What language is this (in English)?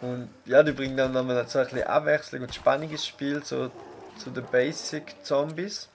Swiss German